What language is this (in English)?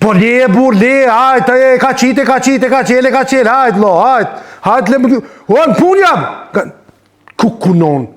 Albanian